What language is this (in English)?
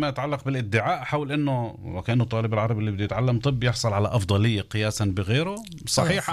North Levantine Arabic